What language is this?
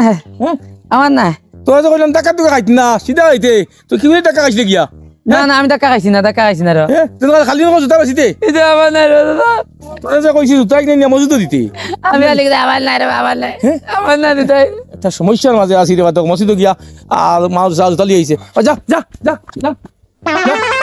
Sylheti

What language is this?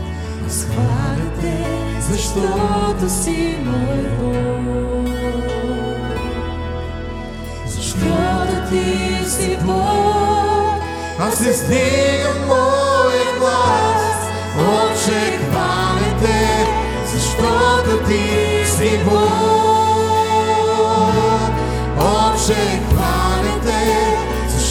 Bulgarian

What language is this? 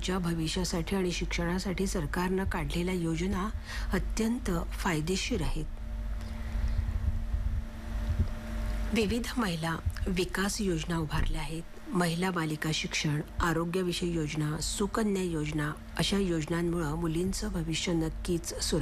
Marathi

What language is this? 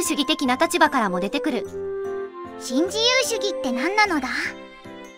Japanese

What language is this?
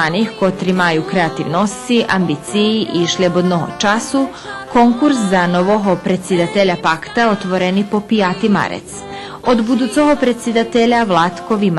Rusyn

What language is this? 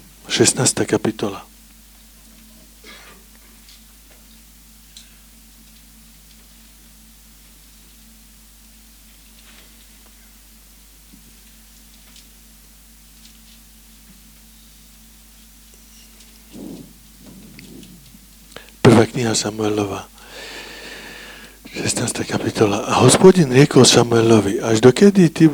Slovak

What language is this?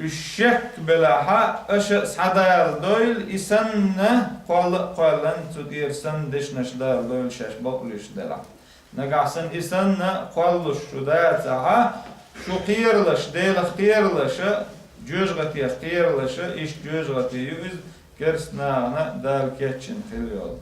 Chechen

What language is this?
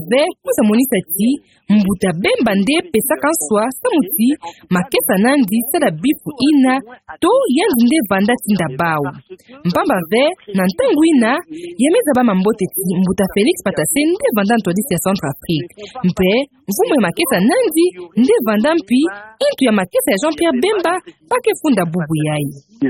Kituba (Democratic Republic of Congo)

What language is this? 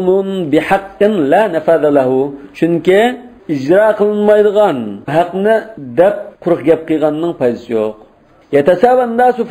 Uyghur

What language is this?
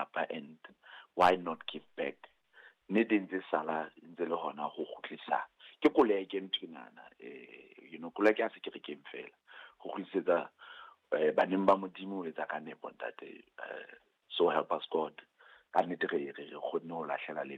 Southern Sotho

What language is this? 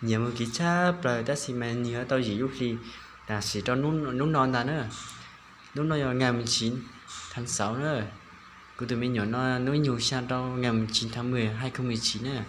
Hmong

